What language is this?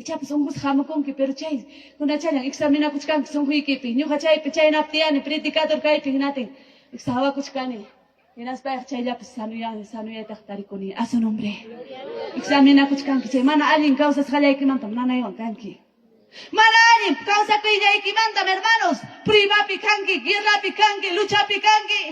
Ayacucho Quechua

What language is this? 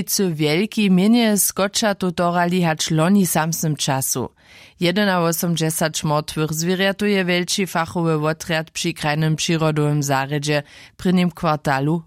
Upper Sorbian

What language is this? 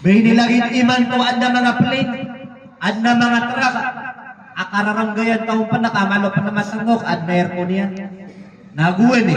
Maranao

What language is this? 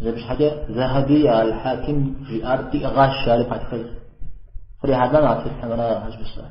Kabardian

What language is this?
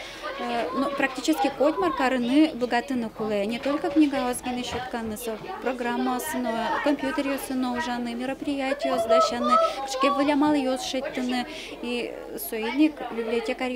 Udmurt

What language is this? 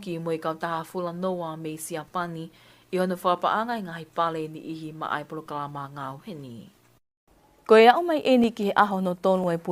Tongan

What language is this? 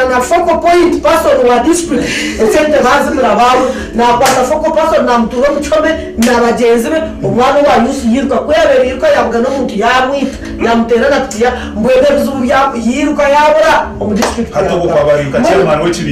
Nyankole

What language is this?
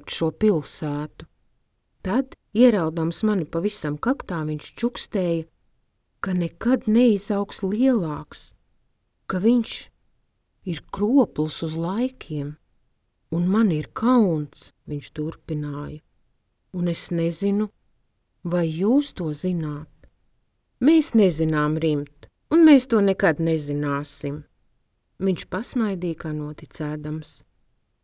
Latvian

